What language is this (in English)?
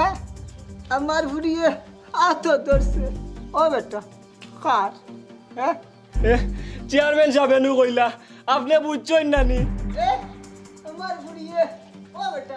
Sylheti